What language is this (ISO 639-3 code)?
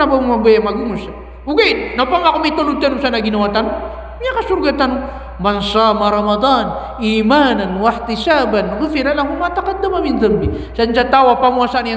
mrw